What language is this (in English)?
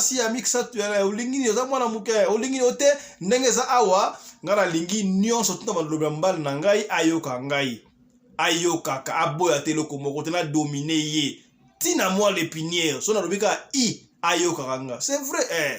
Lingala